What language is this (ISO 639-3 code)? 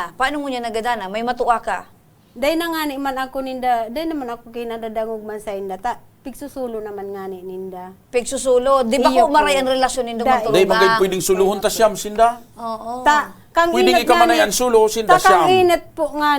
bik